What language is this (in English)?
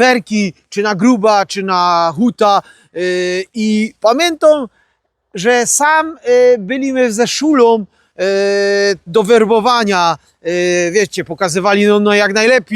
Silesian